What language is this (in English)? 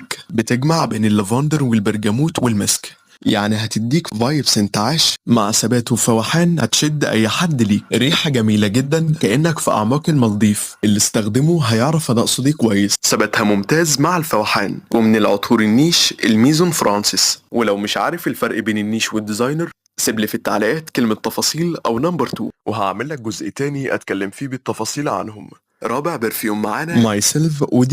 Egyptian Arabic